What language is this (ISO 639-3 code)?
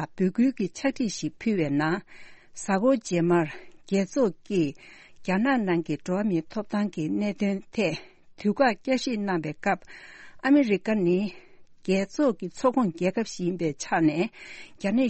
bod